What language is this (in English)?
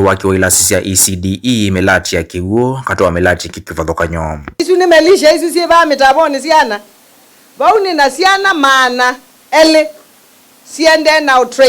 Kamba